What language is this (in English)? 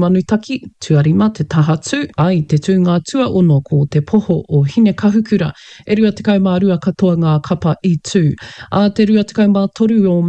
Māori